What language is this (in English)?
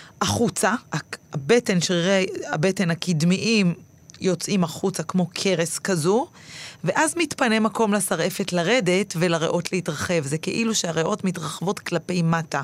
Hebrew